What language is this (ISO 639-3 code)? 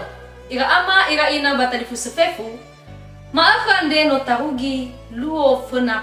nia